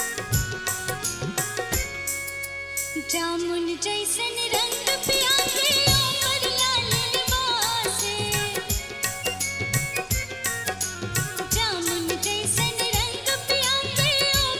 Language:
Bhojpuri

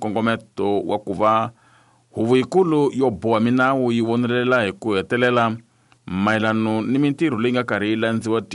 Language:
Tsonga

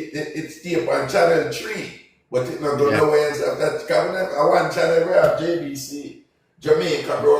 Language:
Jamaican Creole English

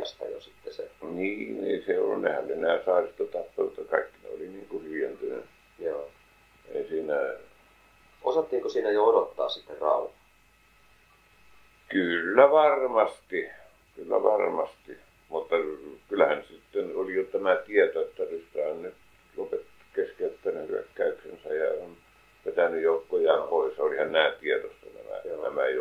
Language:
Finnish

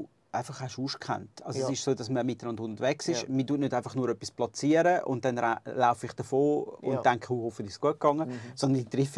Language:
Swiss German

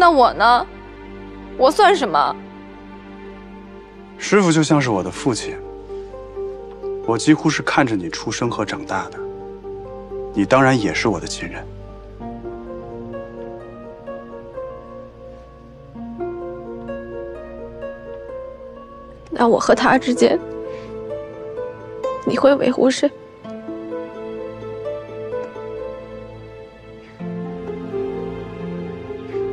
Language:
Chinese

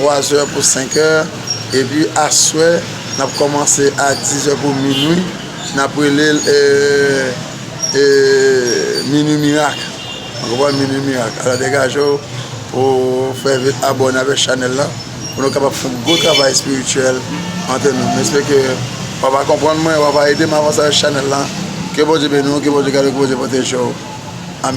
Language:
Haitian Creole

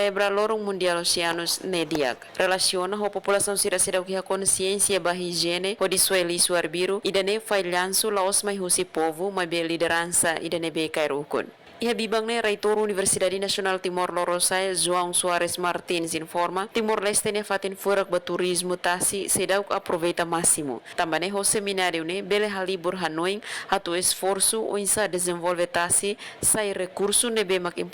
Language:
Tetum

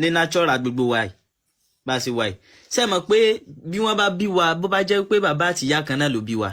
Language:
Yoruba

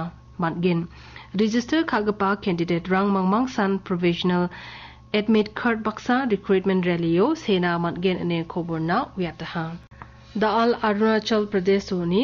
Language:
Garo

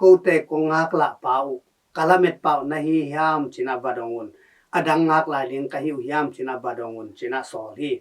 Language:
Tedim Chin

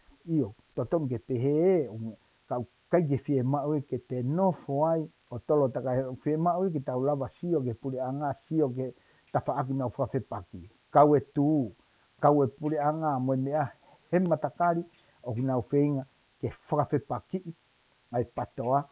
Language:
Tongan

